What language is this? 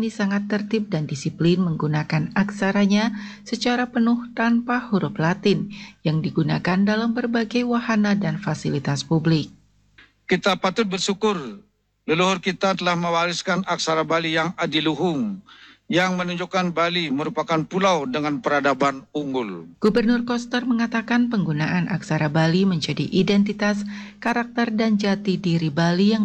Indonesian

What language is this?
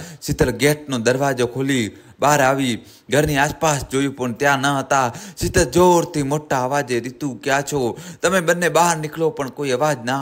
Gujarati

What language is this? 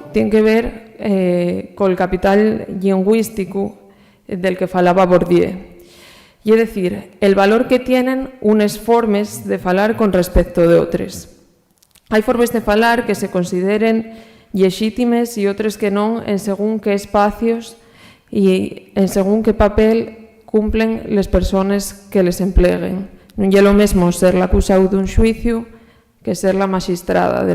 Asturian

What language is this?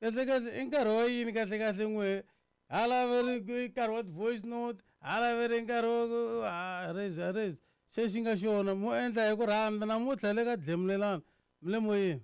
Tsonga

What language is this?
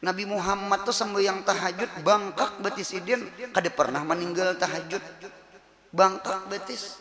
Banjar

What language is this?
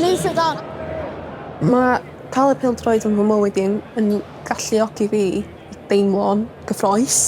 Welsh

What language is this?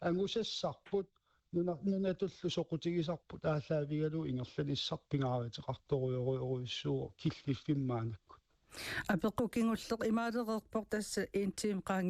Kalaallisut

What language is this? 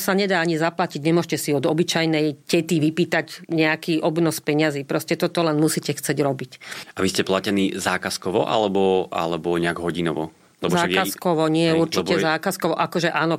Slovak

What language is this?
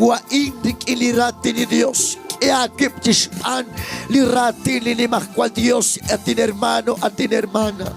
Kekchí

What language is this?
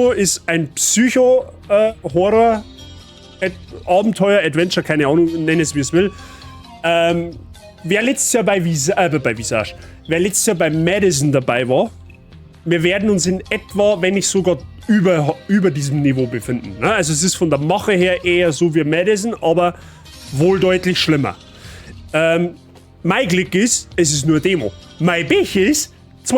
Bavarian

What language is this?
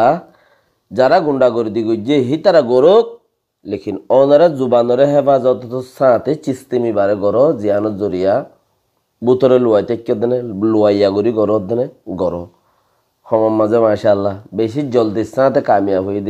Rohingya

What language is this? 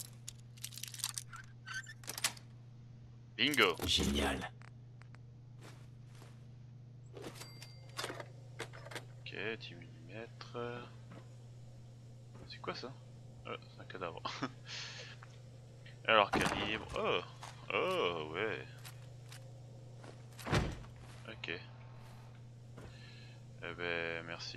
French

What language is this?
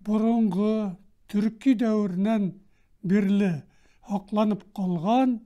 Bashkir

